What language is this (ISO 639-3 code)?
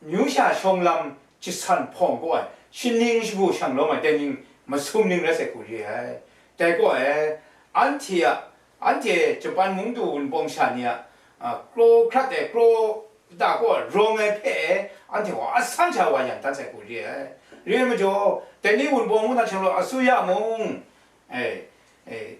kac